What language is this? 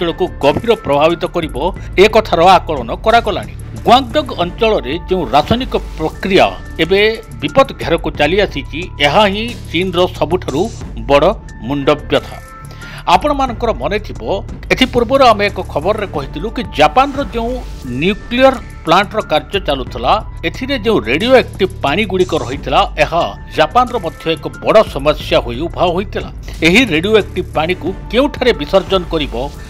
Odia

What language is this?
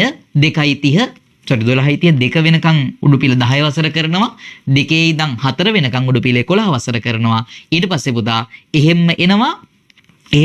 Sinhala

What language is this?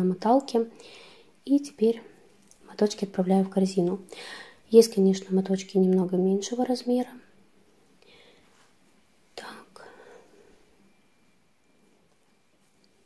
Russian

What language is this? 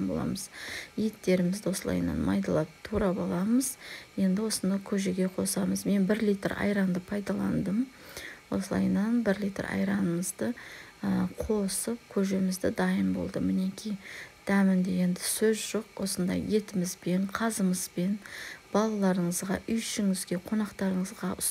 Kazakh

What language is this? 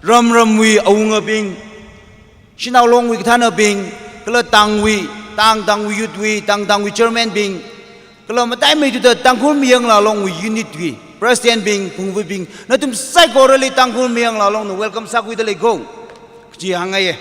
Tangkhul Naga (India)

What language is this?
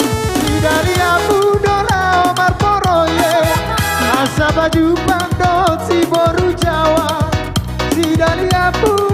Batak Toba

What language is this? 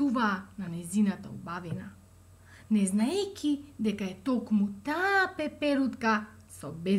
Macedonian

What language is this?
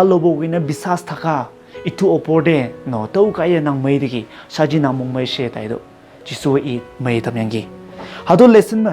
Konyak Naga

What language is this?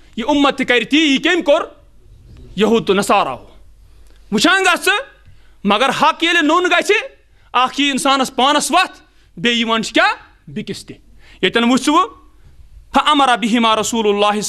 Kashmiri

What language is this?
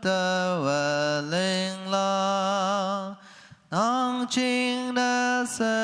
Naga Pidgin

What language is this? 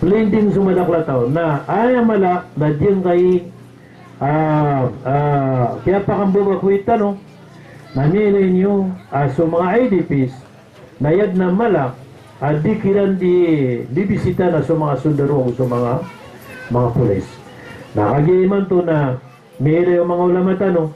Maranao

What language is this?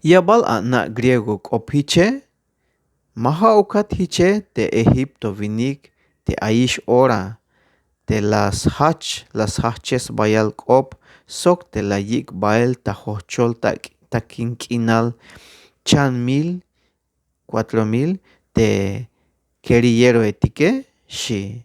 Tzeltal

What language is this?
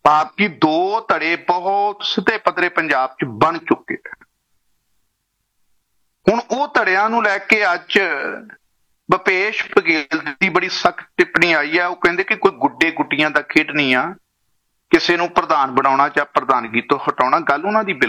Punjabi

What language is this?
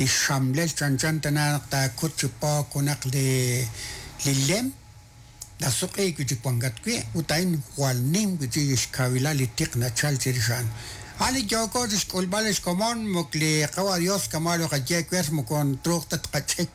Kekchí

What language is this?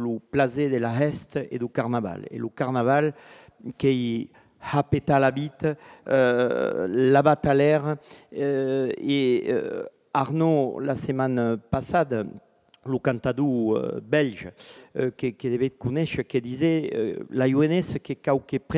Occitan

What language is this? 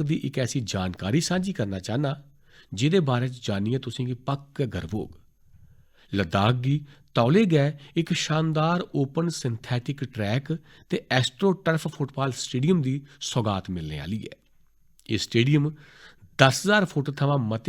Dogri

